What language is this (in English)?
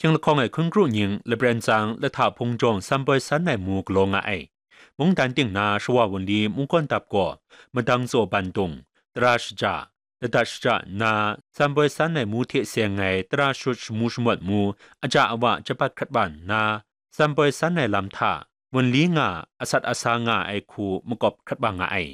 Kachin